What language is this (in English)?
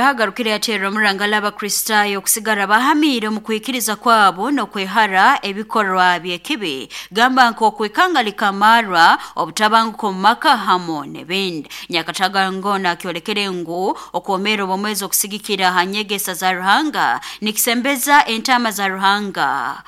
Nyoro